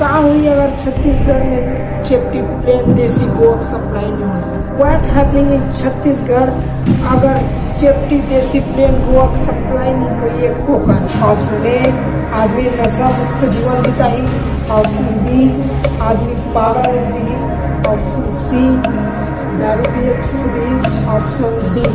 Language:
Chhattisgarhi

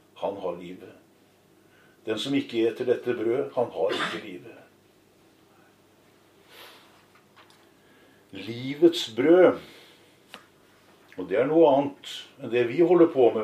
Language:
Norwegian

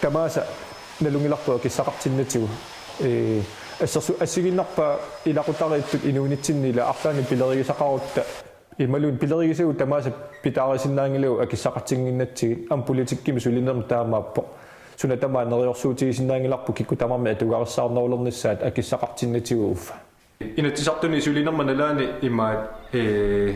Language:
Kalaallisut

